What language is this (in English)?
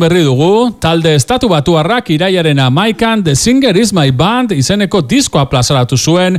Basque